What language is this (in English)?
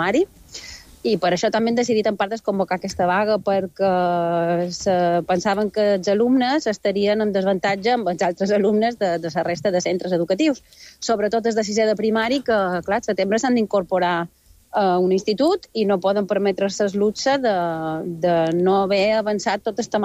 Catalan